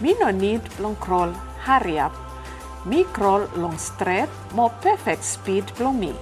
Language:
Bislama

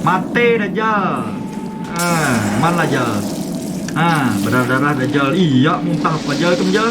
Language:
Banjar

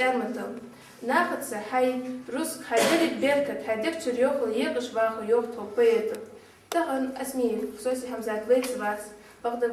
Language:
Ingush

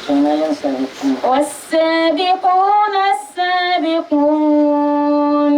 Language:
Dagbani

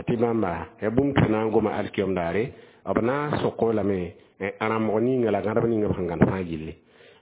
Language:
Mossi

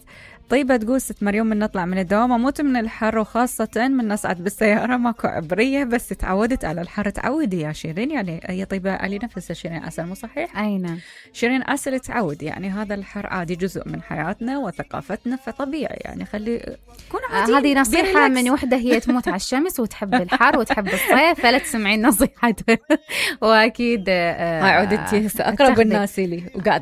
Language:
Mesopotamian Arabic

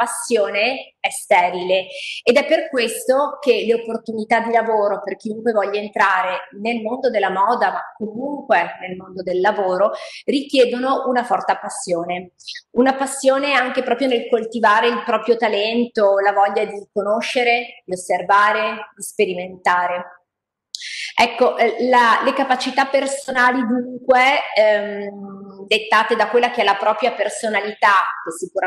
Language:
Italian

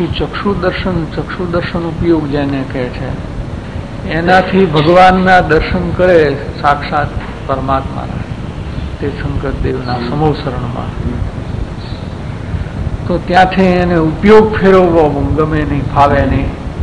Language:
Gujarati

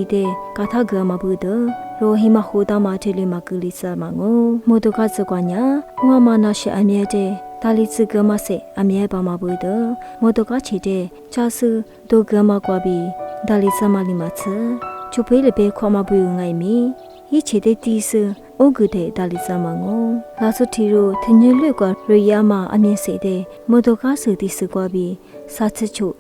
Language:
Lisu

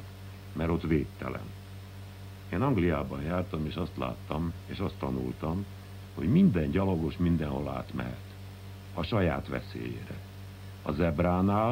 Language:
Hungarian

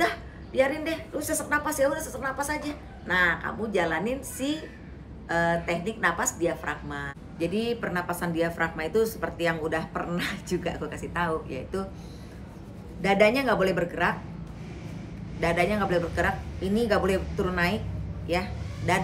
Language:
Indonesian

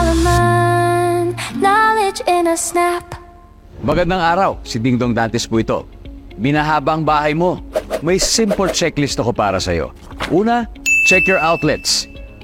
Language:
Filipino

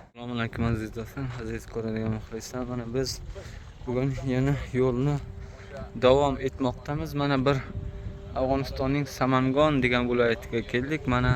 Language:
Uzbek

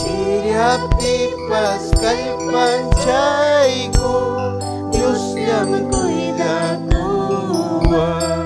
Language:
Ayacucho Quechua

